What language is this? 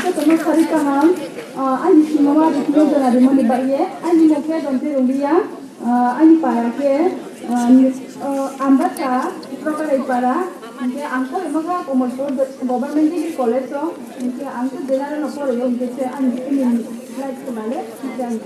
Riang (India)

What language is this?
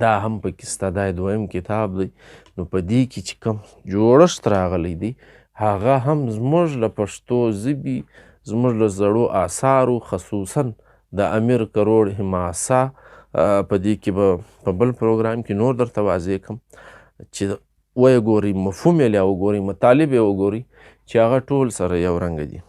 Pashto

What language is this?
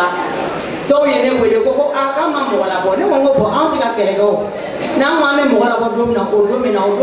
Bambara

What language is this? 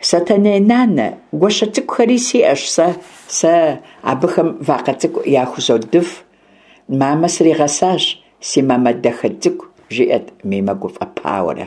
Kabardian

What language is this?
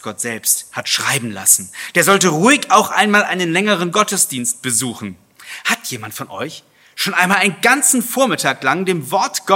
German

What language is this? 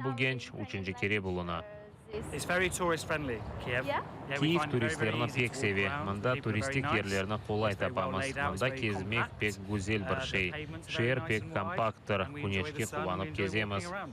Crimean Tatar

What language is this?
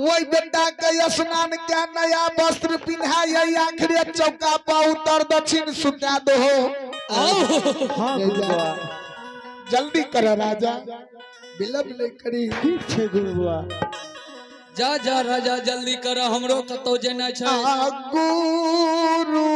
Maithili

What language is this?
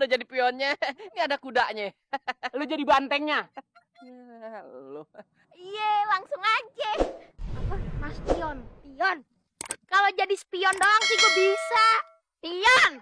Betawi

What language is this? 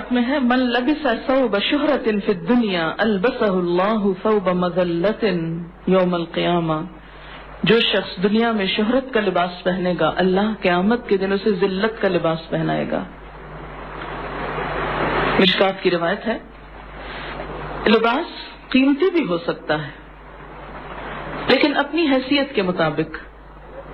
Urdu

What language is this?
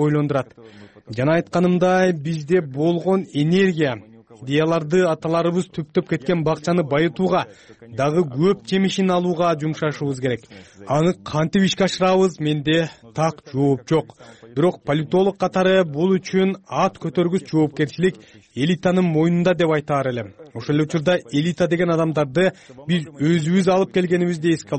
Kyrgyz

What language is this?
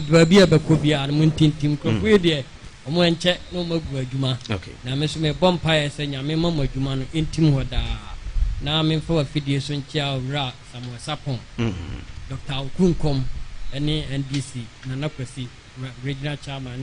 Akan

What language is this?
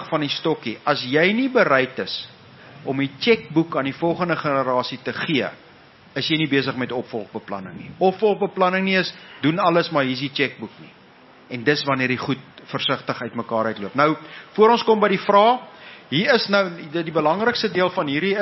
Afrikaans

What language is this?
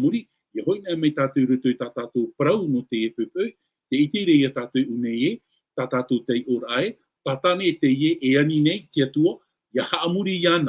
Tahitian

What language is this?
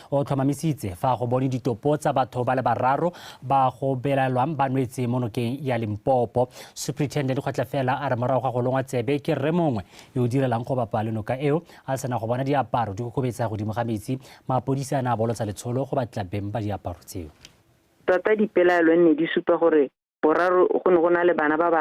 Tswana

